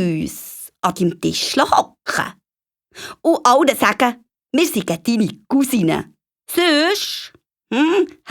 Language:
Swiss German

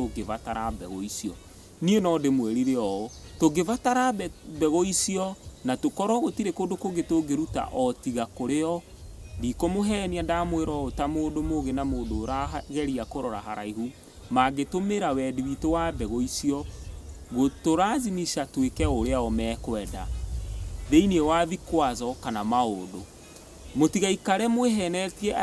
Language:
Kikuyu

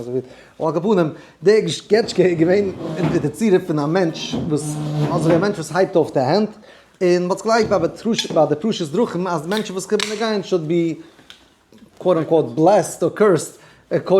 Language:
Yiddish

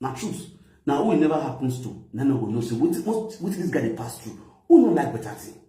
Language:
Nigerian Pidgin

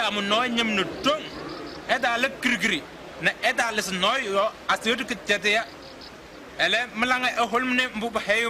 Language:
Kabiyè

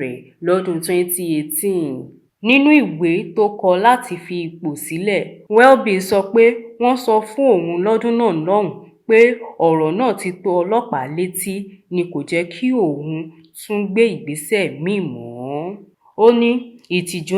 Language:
Yoruba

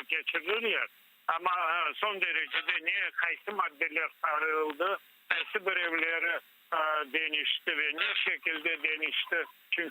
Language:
Crimean Tatar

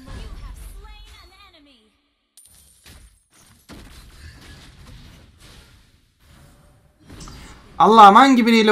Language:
Turkish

